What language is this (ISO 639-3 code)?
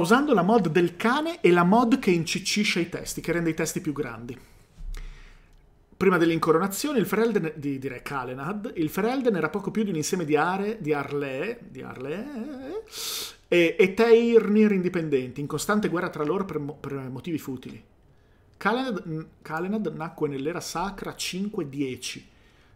ita